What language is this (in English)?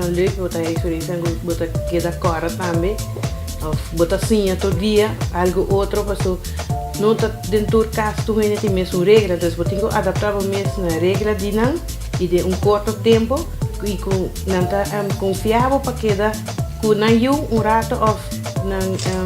Papiamento